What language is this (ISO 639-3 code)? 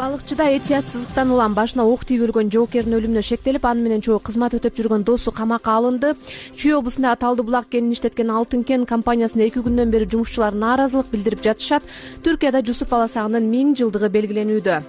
kir